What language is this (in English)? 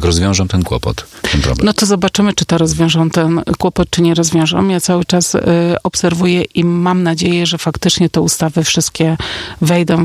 Polish